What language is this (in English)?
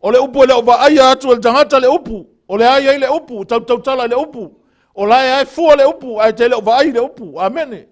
Samoan